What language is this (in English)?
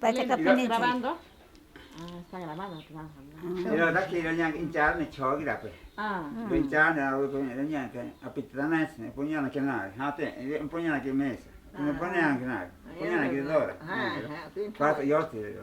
Ashéninka Perené